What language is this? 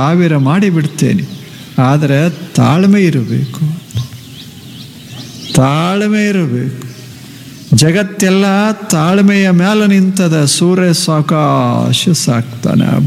Kannada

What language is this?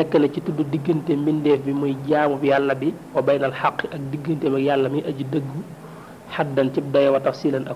Wolof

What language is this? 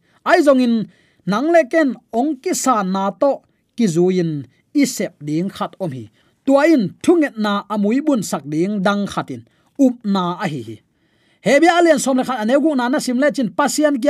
Tedim Chin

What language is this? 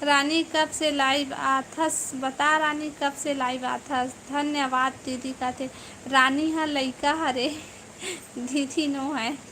Chhattisgarhi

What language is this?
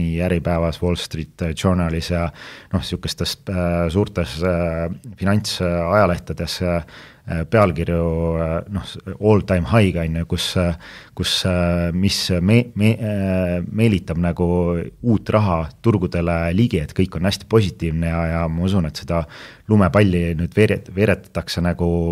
Estonian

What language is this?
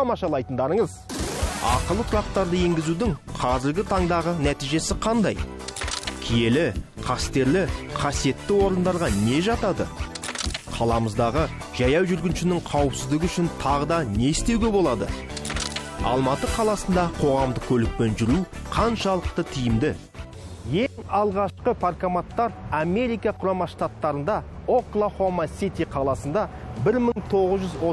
Kazakh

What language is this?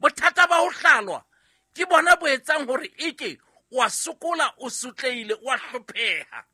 Southern Sotho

